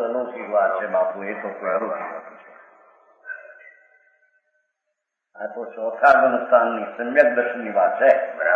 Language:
Gujarati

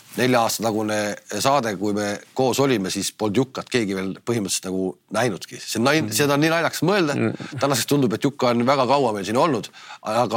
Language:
Estonian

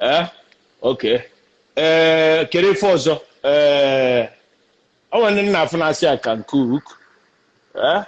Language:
Igbo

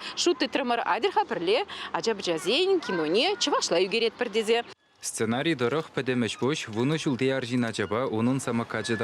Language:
Chuvash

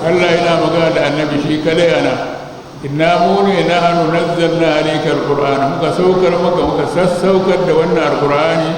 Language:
Hausa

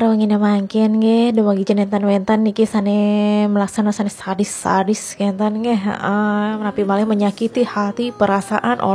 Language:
Balinese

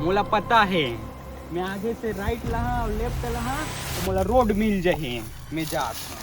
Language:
Chhattisgarhi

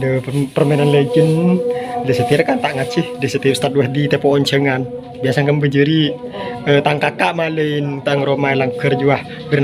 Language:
Madurese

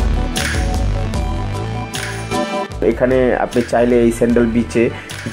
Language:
Bangla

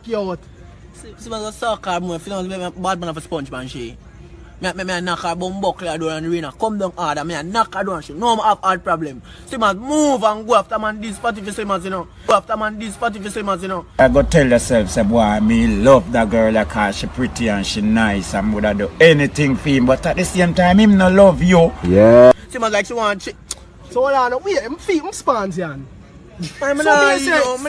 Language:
Jamaican Creole English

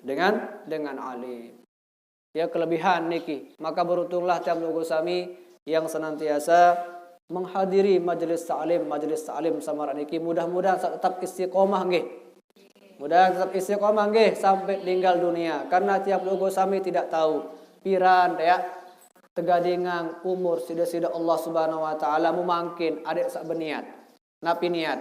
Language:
Sasak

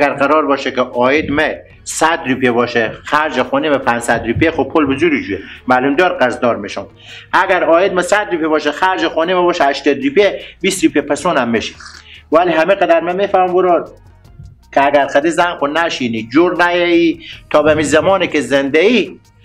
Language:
Persian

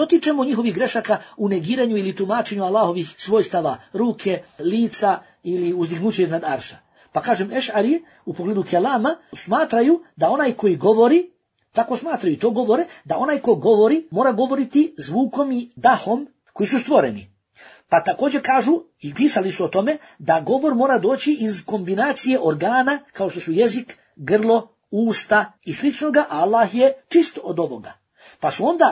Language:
Bosnian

